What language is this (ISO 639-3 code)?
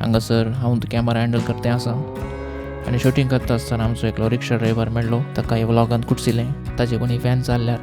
kok